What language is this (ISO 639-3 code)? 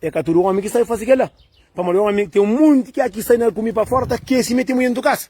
kea